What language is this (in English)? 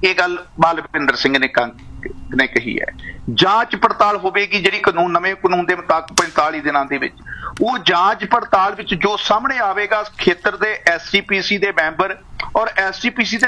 Punjabi